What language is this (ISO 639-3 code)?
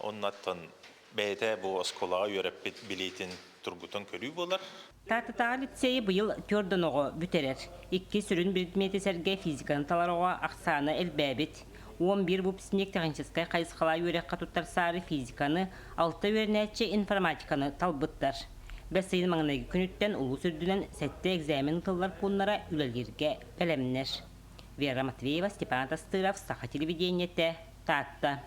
sah